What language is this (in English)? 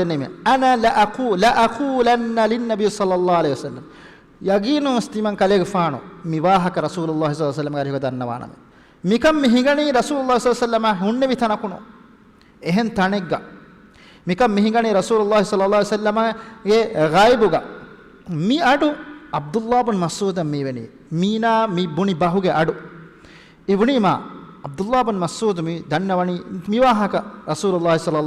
Divehi